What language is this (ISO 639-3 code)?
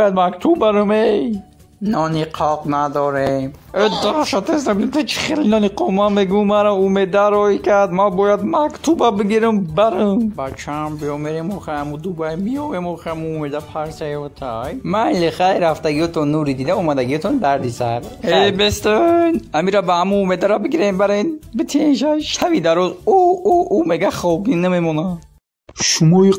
tgk